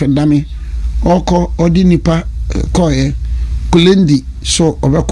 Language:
Akan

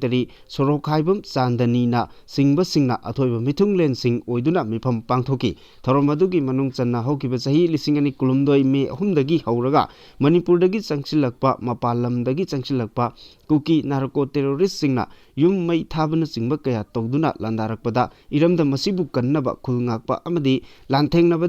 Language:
Manipuri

